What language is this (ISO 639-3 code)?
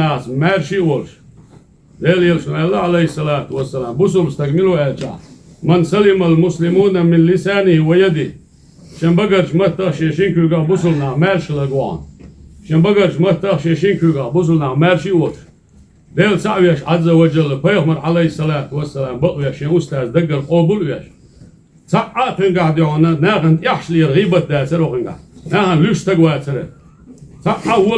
inh